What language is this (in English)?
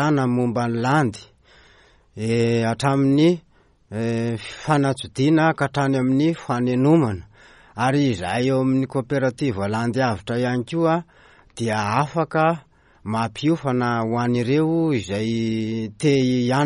Malagasy